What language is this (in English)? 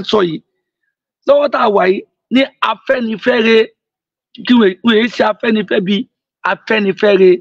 Yoruba